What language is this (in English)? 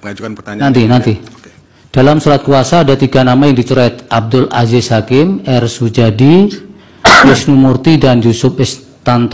Indonesian